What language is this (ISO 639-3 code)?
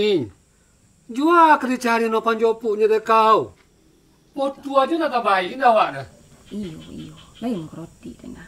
min